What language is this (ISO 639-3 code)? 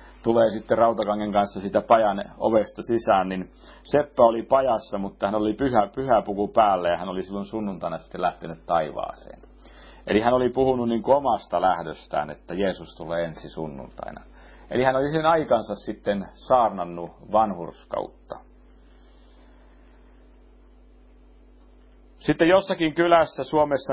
fin